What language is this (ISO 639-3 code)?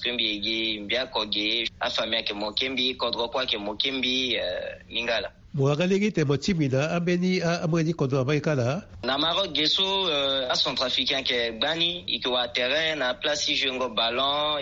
sag